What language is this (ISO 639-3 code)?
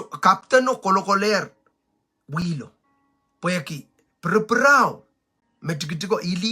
pon